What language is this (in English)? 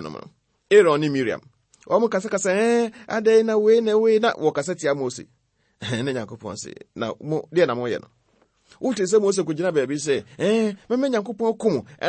Akan